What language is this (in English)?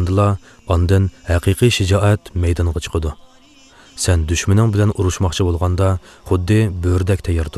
Uyghur